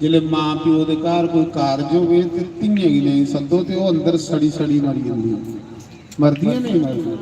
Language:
Dogri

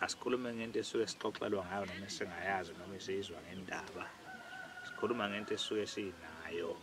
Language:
Zulu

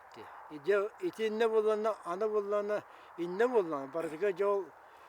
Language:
Yakut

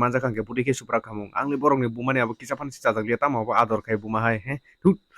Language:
Kok Borok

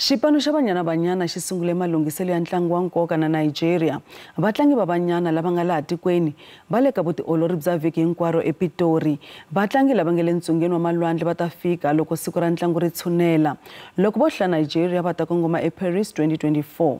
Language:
Tsonga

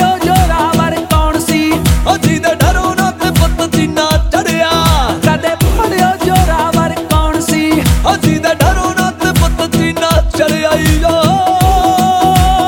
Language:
Punjabi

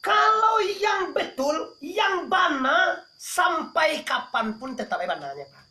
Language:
Minangkabau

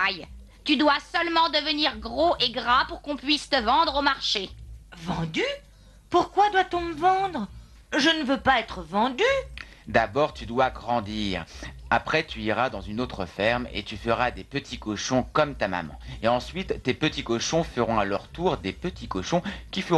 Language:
French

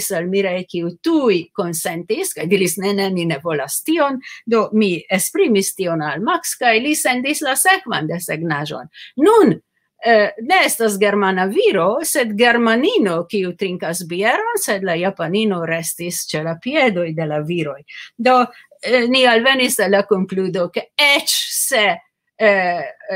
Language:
Esperanto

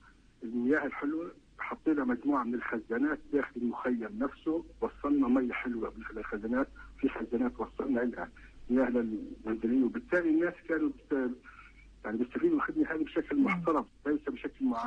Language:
North Levantine Arabic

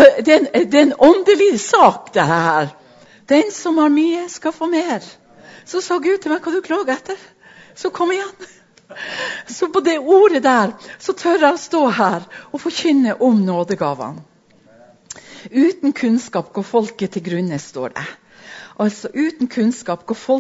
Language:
Norwegian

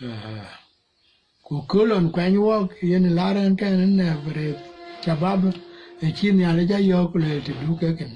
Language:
Dinka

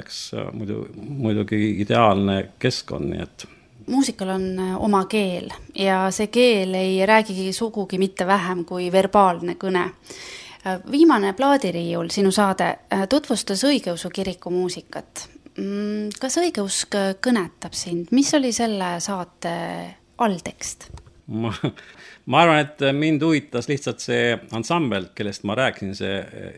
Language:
Estonian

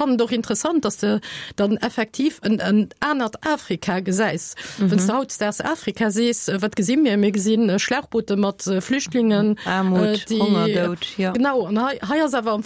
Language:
Luxembourgish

